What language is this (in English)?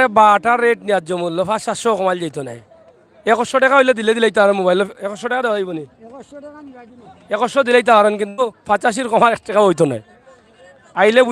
Sylheti